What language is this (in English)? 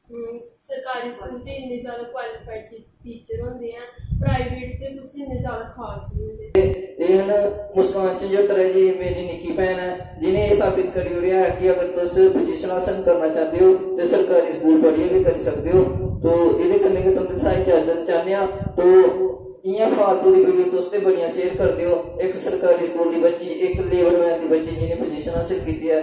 Dogri